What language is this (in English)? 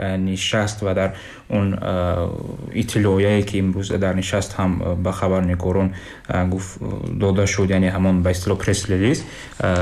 Tajik